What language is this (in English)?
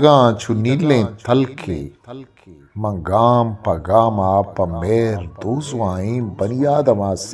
Eastern Balochi